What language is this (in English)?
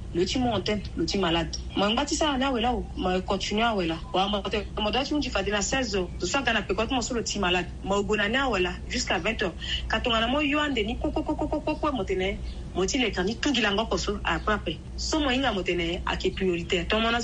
Sango